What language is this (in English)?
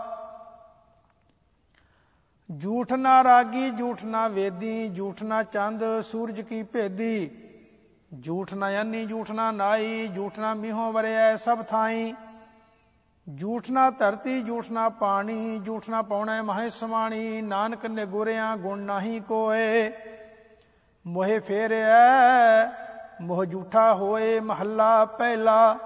Punjabi